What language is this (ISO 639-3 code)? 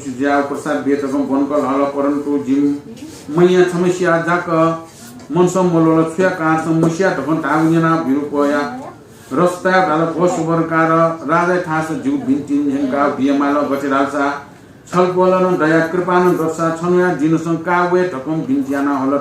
new